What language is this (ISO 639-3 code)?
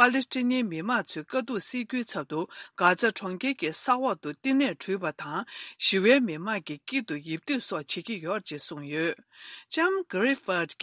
bod